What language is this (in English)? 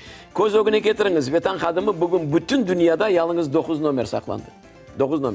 Crimean Tatar